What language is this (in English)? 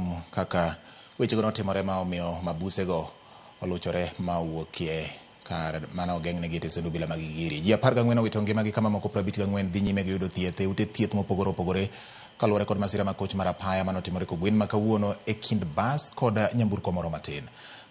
Luo (Kenya and Tanzania)